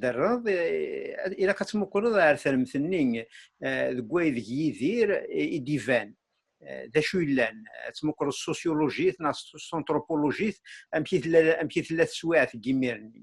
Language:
Kabyle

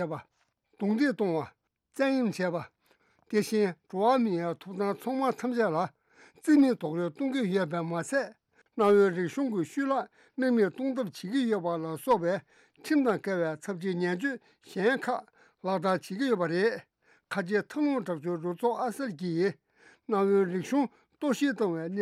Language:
Tibetan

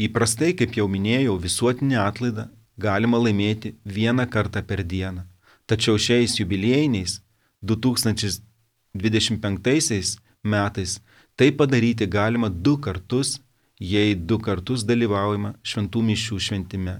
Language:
Lithuanian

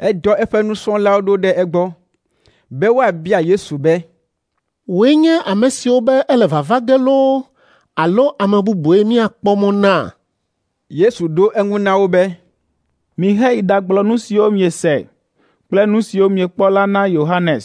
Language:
Ewe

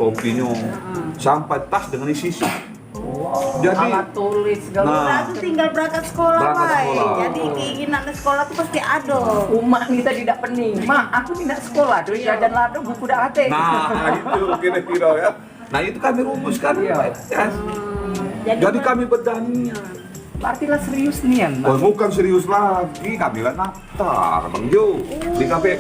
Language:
Musi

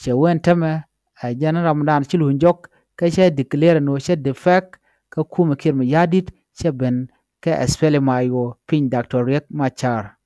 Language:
Nuer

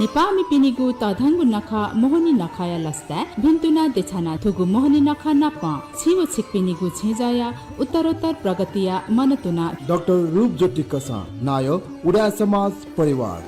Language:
Newari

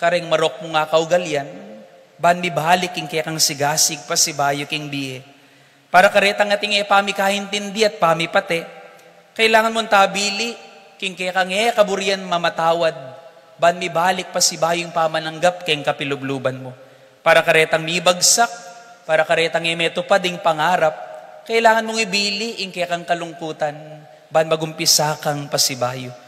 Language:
Pampanga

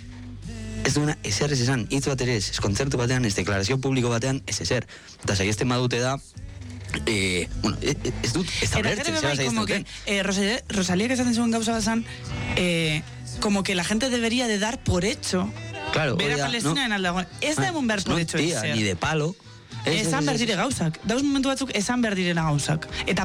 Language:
Basque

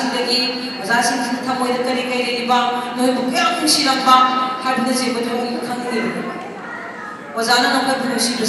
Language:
Manipuri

